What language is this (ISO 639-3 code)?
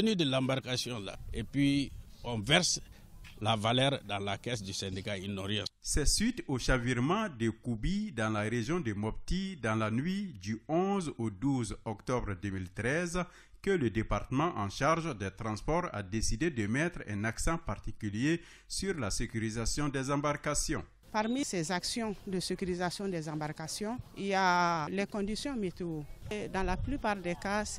fra